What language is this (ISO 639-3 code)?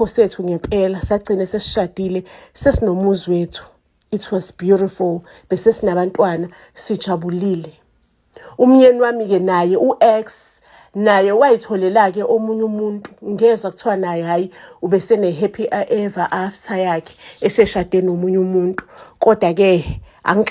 zul